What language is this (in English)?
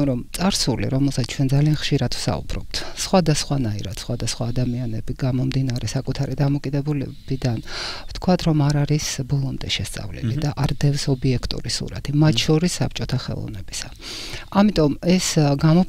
Georgian